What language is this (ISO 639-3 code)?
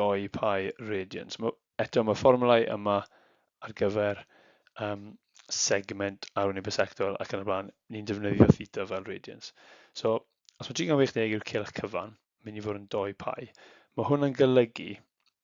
cym